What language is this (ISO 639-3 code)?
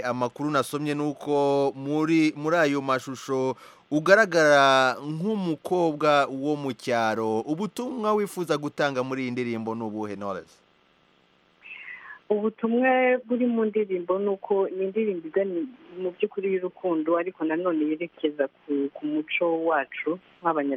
kin